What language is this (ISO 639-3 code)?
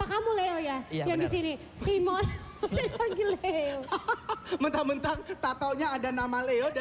ind